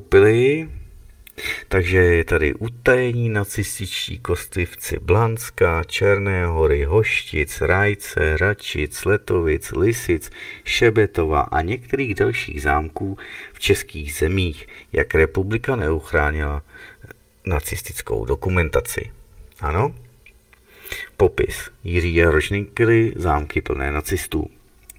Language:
Czech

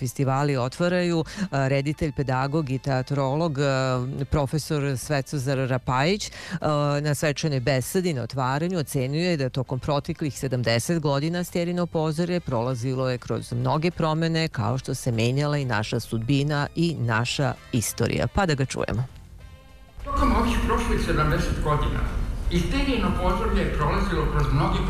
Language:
Serbian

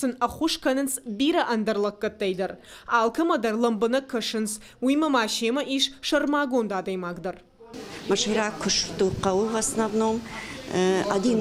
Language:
Ossetic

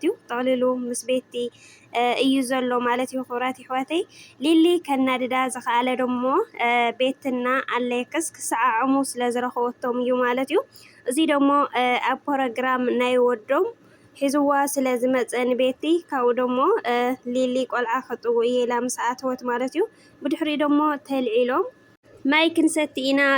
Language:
Tigrinya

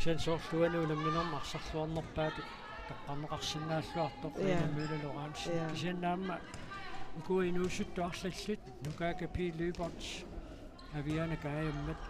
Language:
Kalaallisut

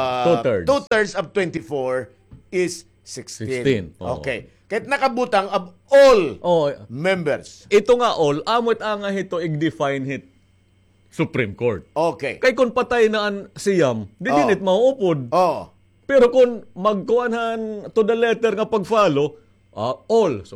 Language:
Waray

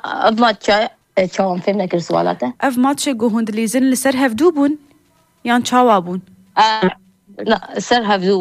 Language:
Kurdish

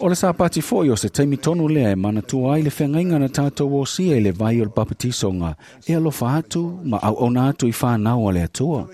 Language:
Samoan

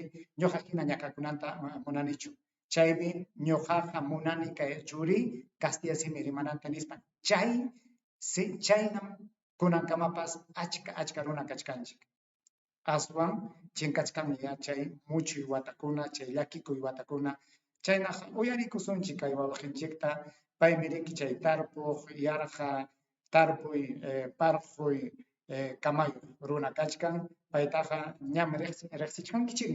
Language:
Ayacucho Quechua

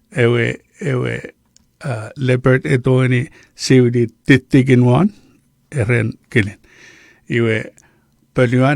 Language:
Chuukese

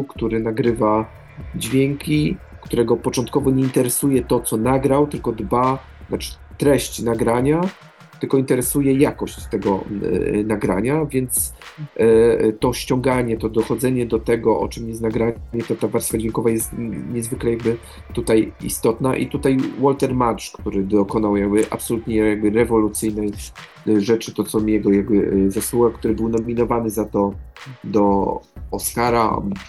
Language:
Polish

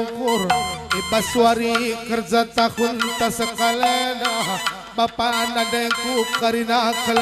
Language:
Batak Karo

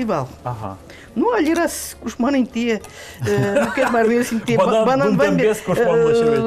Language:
Udmurt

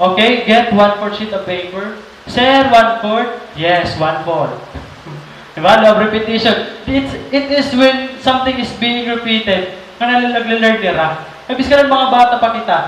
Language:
Waray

